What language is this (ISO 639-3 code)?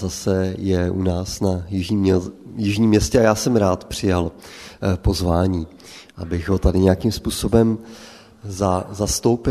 ces